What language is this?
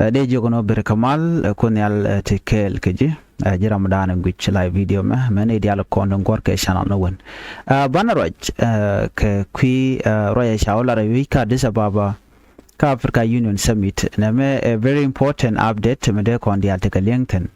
Nuer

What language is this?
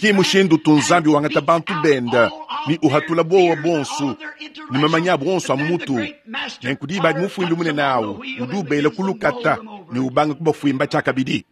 Luba-Lulua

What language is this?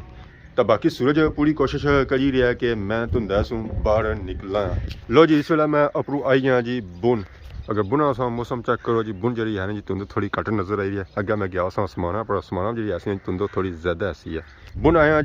Pahari-Potwari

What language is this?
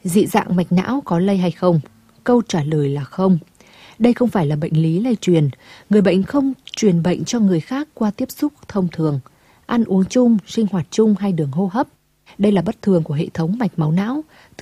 Vietnamese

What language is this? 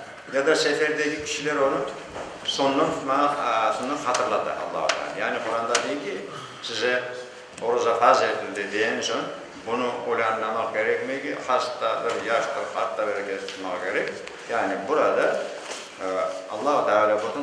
Crimean Tatar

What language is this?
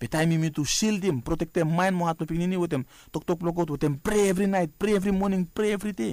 Bislama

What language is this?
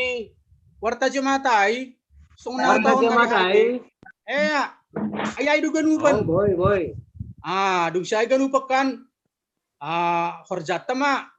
Batak Simalungun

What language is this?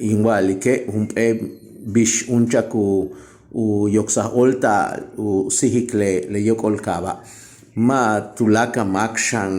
Yucateco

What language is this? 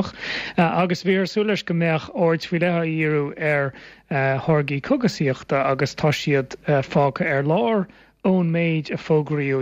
Irish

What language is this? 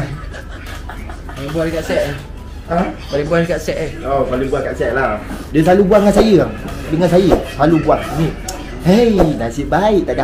Malay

